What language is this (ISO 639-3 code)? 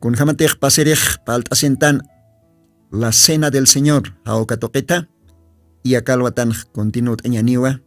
aym